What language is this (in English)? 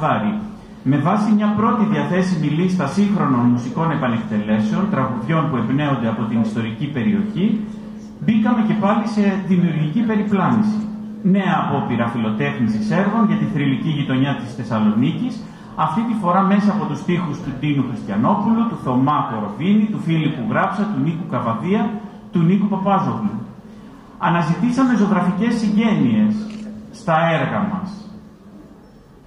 Greek